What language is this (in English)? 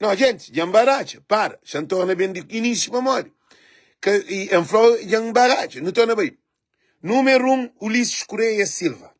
Kabuverdianu